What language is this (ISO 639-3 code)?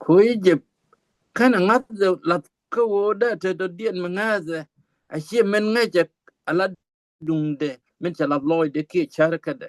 nus